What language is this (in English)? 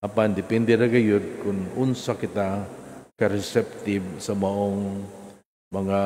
Cebuano